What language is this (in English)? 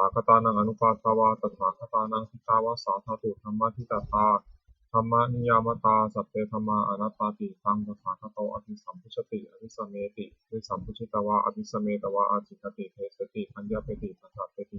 Pali